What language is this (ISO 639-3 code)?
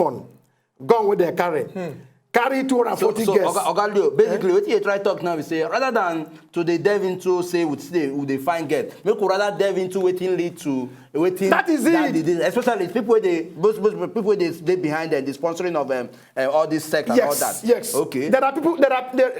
pcm